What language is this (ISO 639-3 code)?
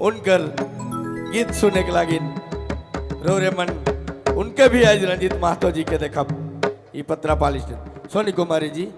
sck